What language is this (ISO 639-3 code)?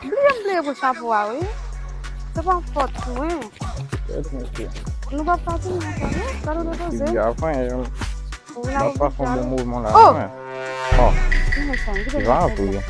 hat